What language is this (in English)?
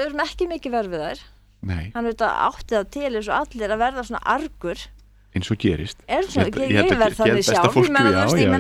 Icelandic